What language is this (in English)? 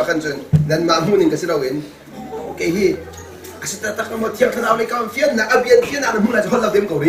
Hakha Chin